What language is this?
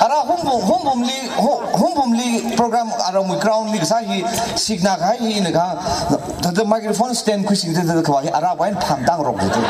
Tangkhul Naga (India)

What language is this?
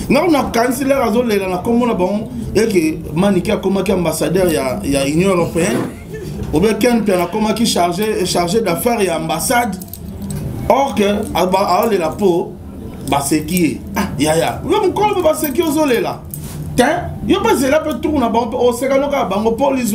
Lingala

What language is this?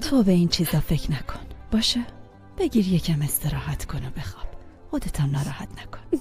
Persian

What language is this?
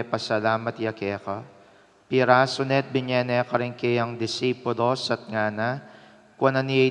Pampanga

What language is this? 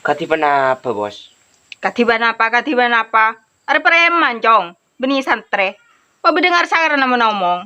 Madurese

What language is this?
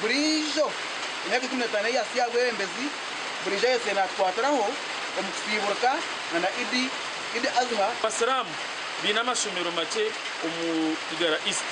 Nyankole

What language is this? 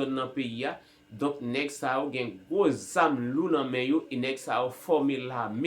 Haitian Creole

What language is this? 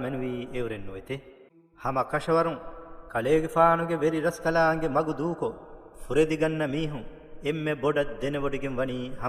Divehi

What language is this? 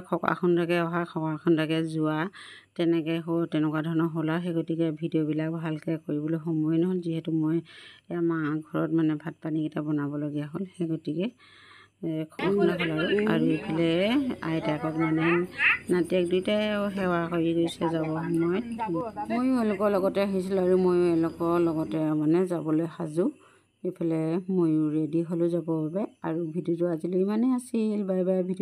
Assamese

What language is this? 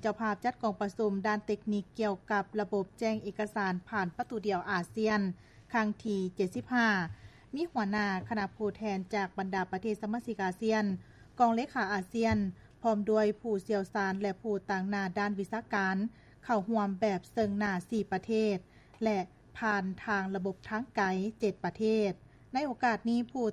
Lao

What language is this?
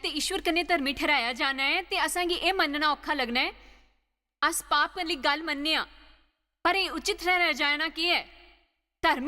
Dogri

